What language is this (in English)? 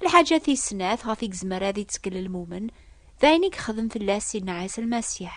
Kabyle